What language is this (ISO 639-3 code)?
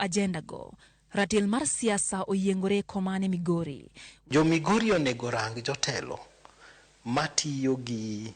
luo